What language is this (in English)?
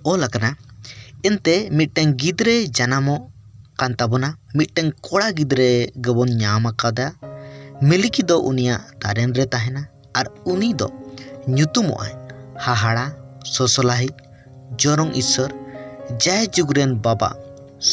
Santali